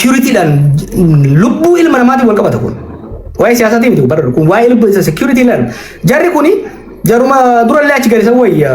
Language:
Oromo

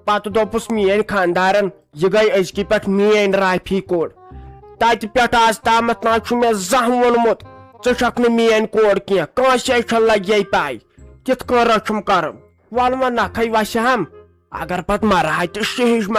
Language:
Kashmiri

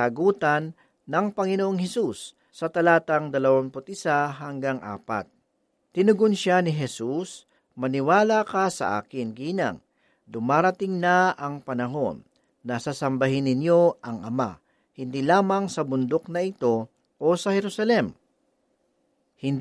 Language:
Filipino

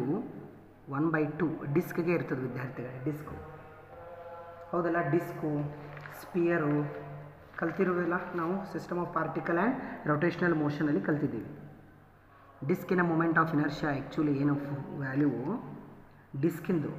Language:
Kannada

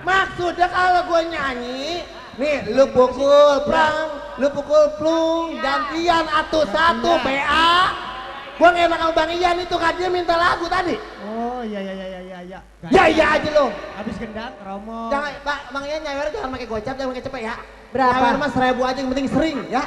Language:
Betawi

